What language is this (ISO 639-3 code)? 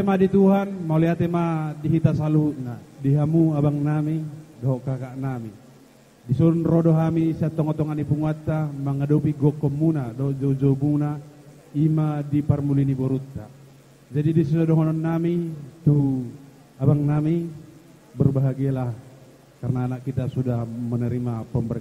bbc